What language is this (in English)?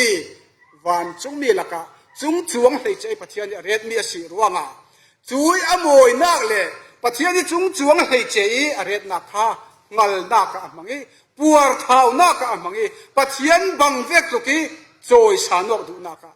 Falam Chin